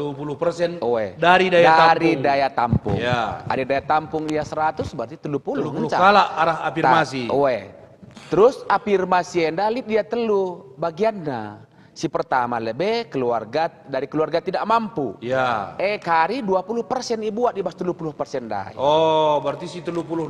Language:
Batak Karo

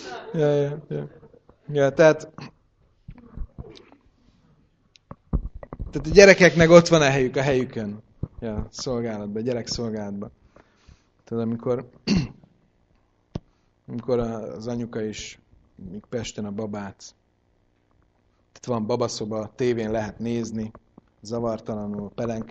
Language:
Hungarian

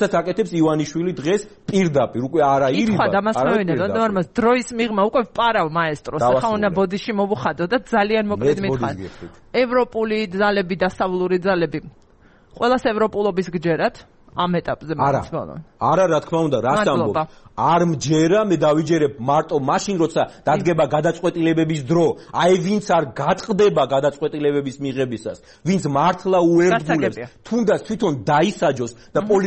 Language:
Georgian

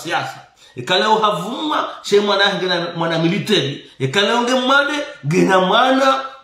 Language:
Swahili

